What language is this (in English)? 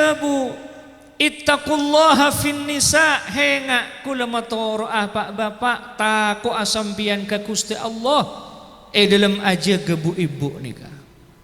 Madurese